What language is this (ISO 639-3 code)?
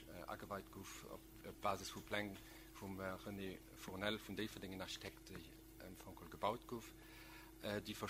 ltz